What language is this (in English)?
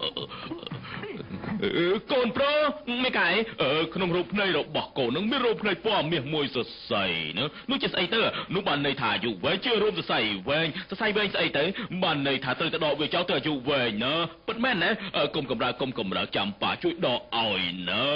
Khmer